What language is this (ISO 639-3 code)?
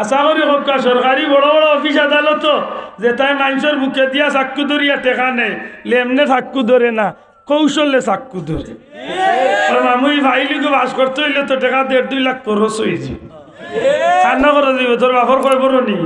syl